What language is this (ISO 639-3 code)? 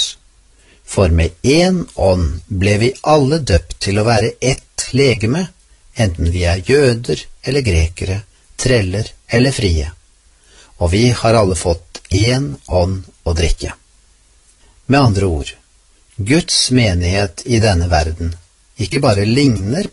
nor